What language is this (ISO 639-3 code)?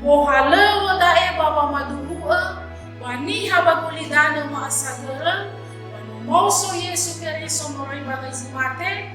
nia